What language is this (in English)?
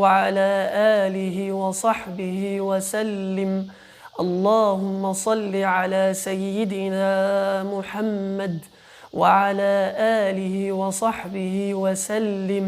Egyptian Arabic